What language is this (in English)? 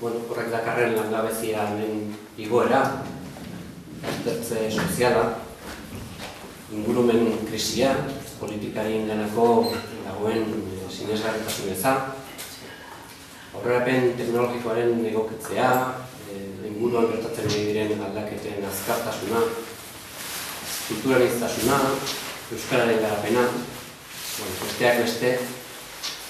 Basque